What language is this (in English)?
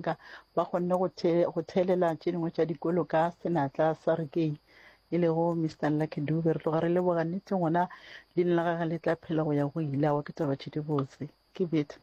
Northern Sotho